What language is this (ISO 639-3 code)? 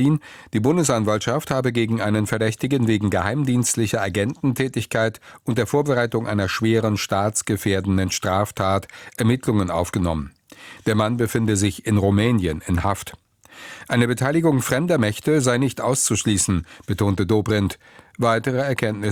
deu